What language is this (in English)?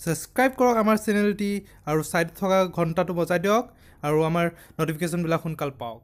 Assamese